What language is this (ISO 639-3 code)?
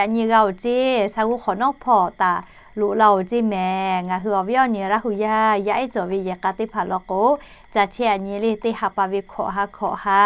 lhu